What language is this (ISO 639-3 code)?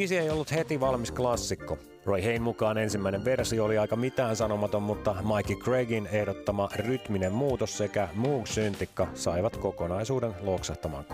fin